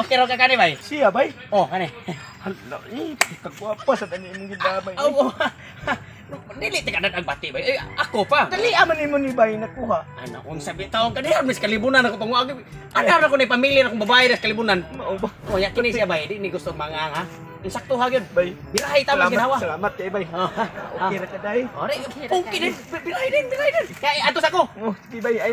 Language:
Cebuano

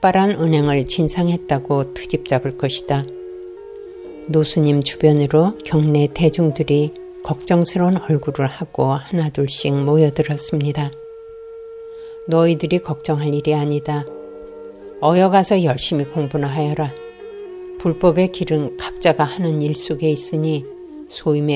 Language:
Korean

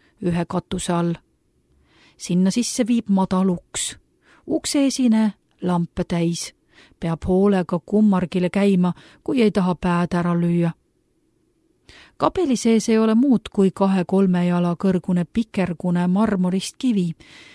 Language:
Estonian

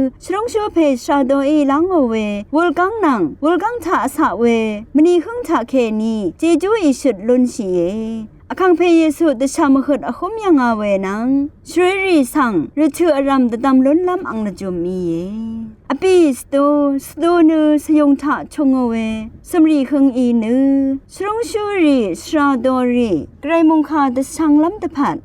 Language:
Rawang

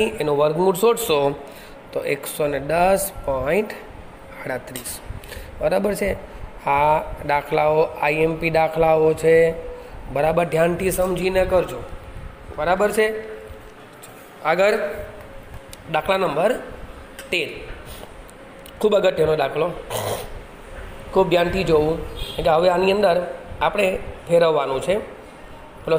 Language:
Gujarati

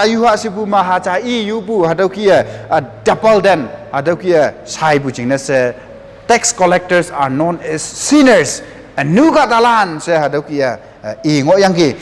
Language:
Konyak Naga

